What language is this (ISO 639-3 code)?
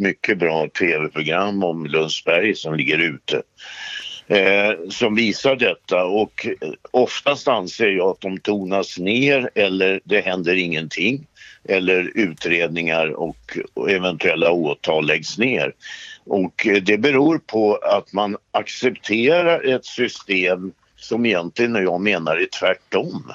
swe